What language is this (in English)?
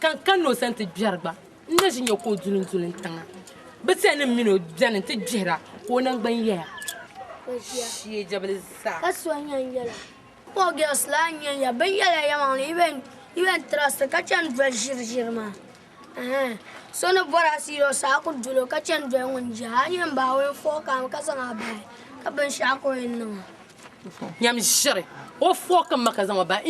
Dagbani